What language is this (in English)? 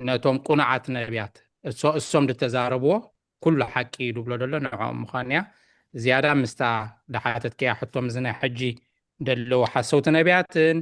Tigrinya